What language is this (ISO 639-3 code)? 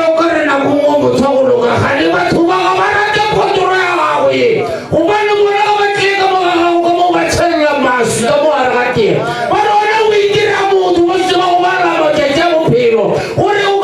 nso